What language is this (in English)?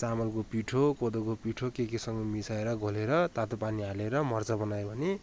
Nepali